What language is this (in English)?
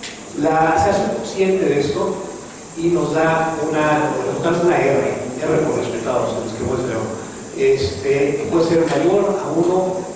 Spanish